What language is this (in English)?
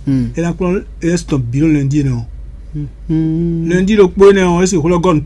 Fon